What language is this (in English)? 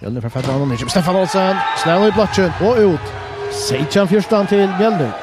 Faroese